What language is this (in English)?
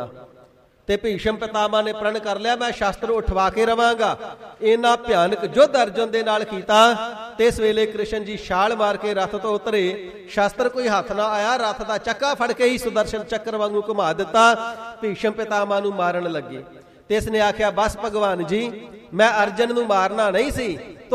Punjabi